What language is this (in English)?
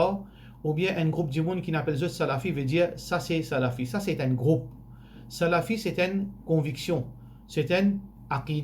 Morisyen